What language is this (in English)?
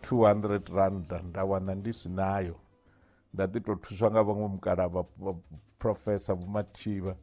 Venda